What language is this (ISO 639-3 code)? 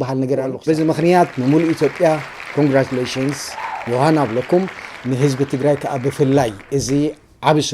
tir